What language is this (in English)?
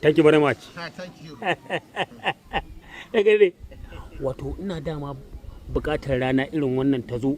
Hausa